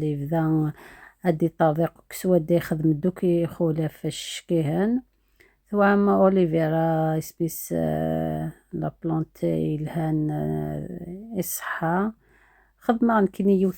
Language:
Kabyle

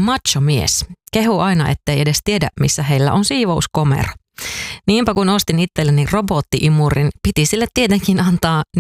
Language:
Finnish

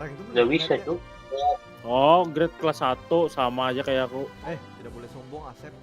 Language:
Banjar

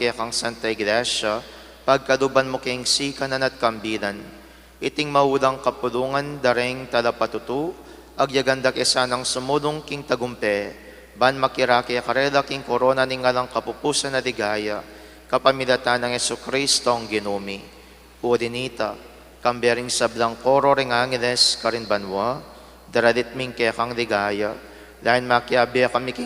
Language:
Pampanga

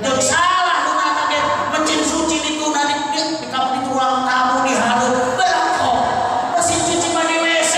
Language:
Sundanese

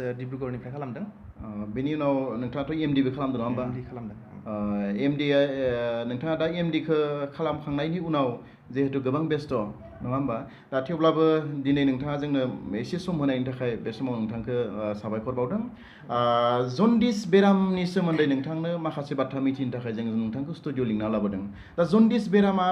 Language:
Bodo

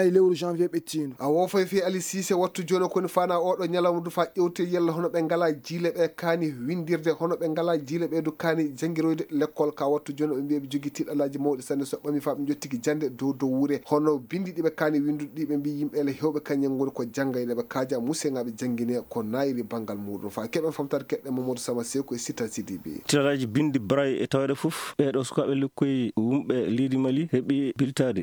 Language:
Fula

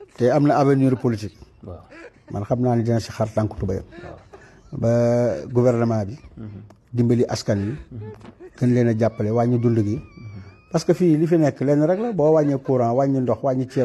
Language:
Wolof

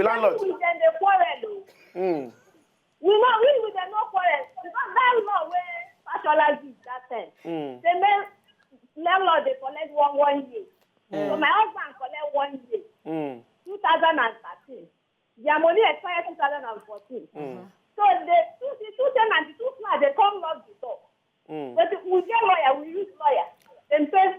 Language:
Nigerian Pidgin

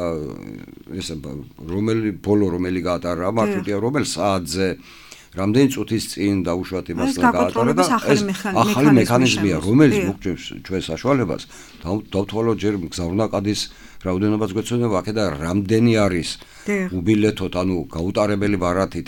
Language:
Georgian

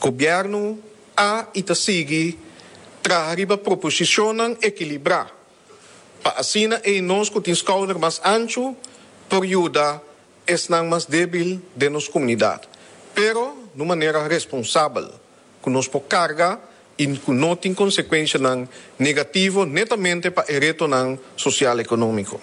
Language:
Papiamento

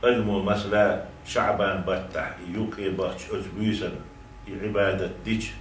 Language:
Chechen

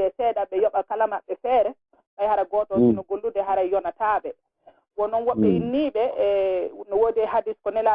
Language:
Fula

